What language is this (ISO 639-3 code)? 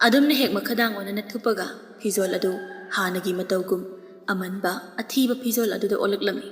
mni